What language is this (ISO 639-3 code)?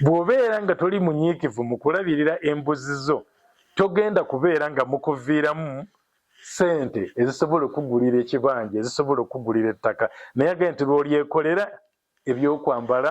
lug